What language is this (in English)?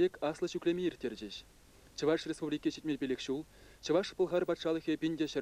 Chuvash